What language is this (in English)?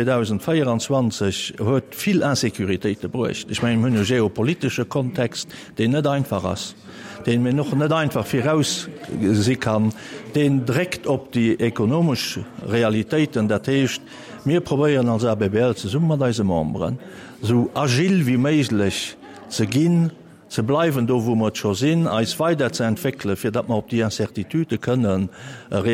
Luxembourgish